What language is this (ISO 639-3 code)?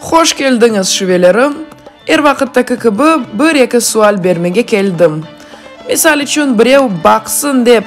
crh